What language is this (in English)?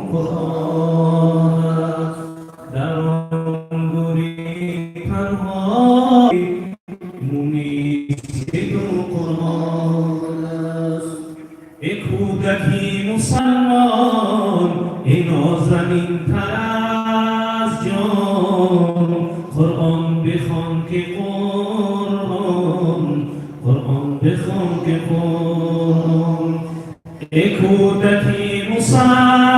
Tajik